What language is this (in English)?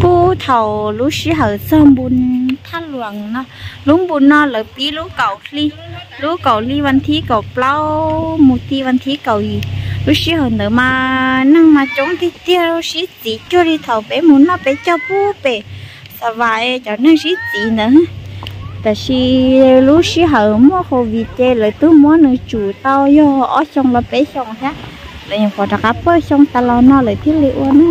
Hmong